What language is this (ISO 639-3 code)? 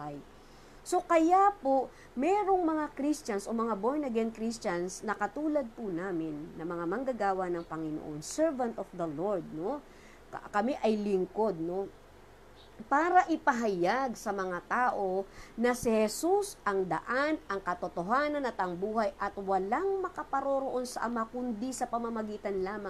fil